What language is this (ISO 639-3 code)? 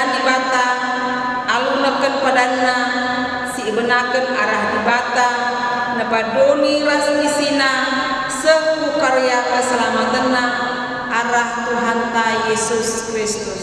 btx